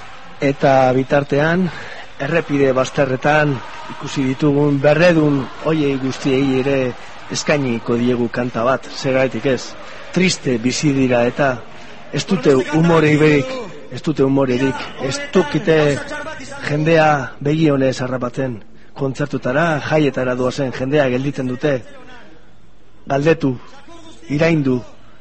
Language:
Basque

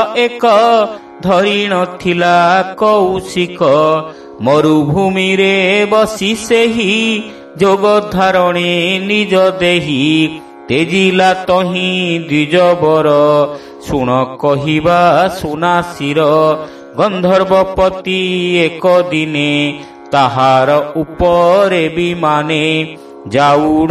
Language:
Odia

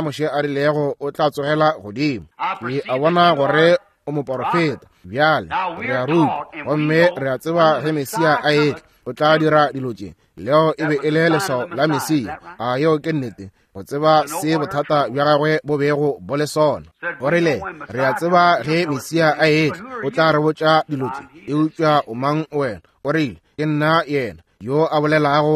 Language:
Northern Sotho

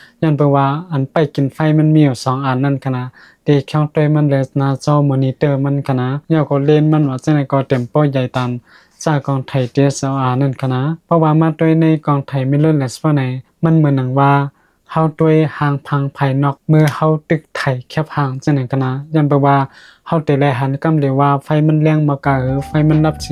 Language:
Shan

